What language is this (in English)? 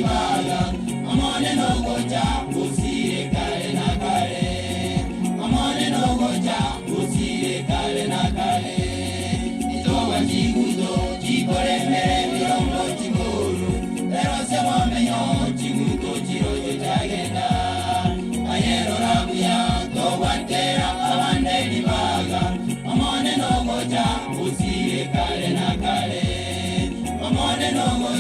Gusii